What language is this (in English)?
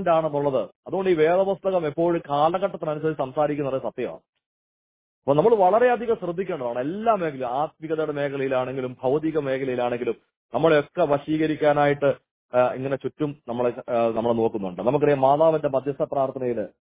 Malayalam